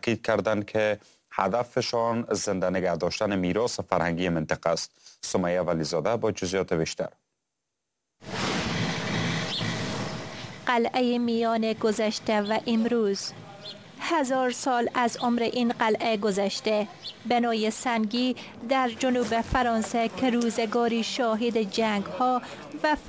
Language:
Persian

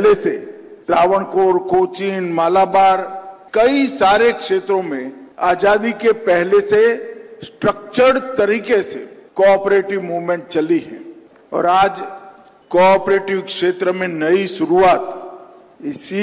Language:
Hindi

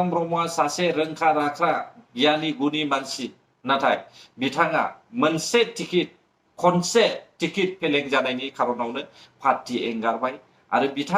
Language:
Bodo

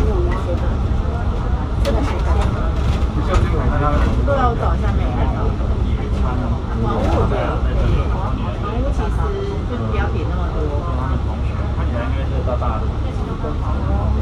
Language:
Chinese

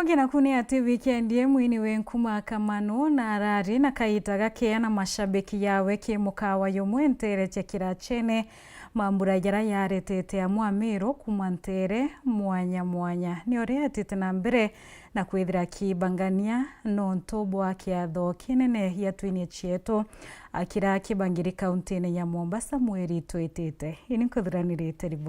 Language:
Meru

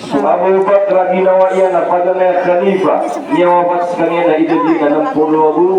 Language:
Maranao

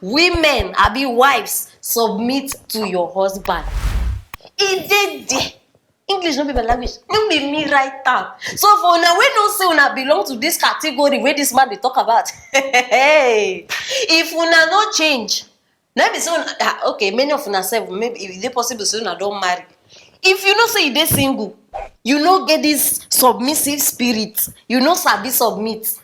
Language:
Nigerian Pidgin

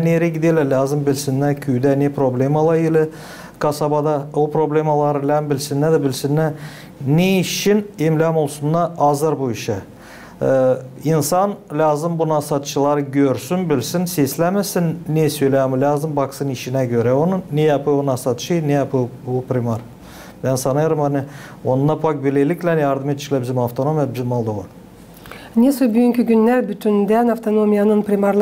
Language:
Gagauz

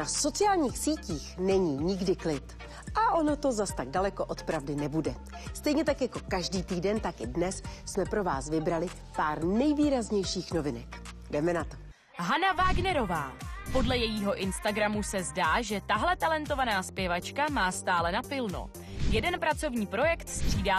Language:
Czech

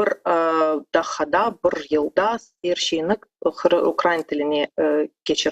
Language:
Crimean Tatar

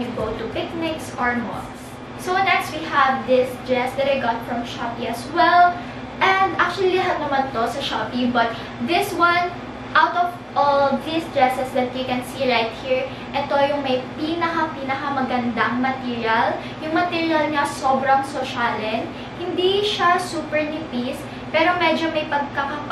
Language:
Filipino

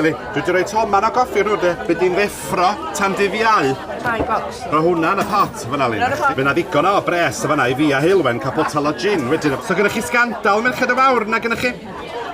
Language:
Welsh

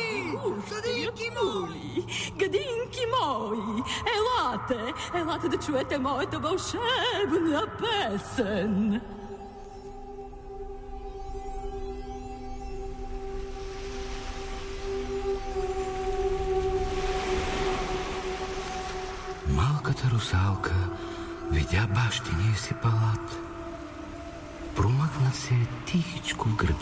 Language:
Bulgarian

